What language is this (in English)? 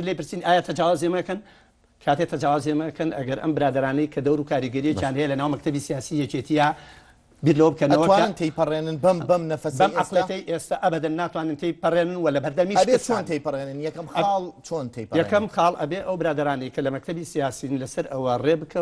Central Kurdish